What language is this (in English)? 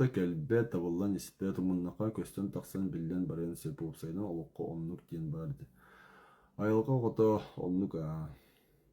Yakut